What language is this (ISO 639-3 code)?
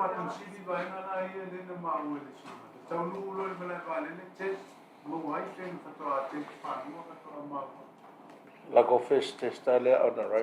smo